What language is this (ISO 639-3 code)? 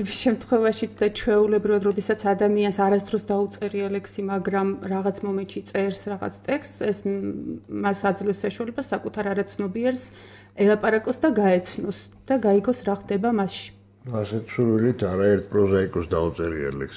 kat